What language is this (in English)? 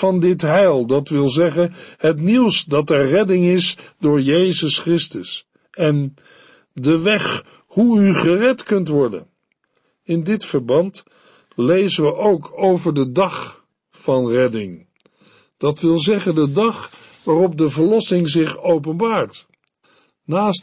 Dutch